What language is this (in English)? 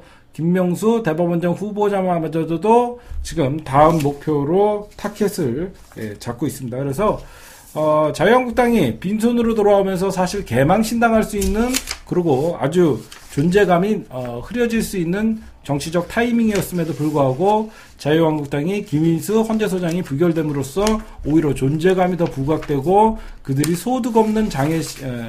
Korean